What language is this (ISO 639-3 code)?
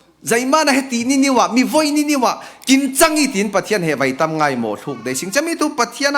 cfm